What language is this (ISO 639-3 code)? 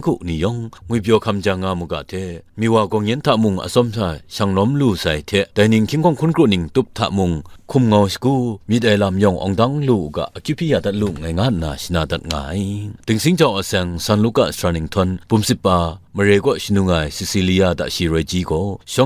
kac